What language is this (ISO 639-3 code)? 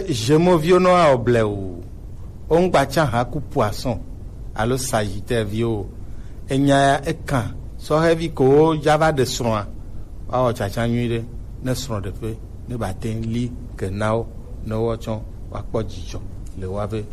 gej